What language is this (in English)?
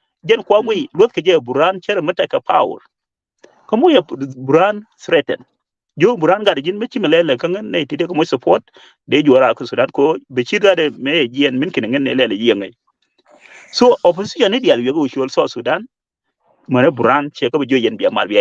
Nuer